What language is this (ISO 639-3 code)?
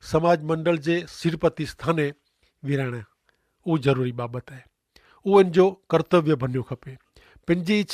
kfr